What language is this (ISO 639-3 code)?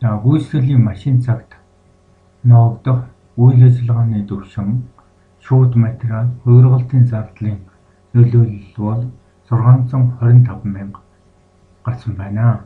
mon